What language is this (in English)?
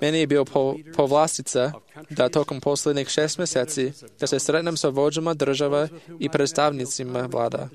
Serbian